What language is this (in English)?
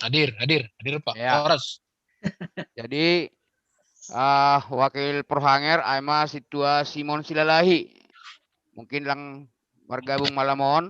Batak Simalungun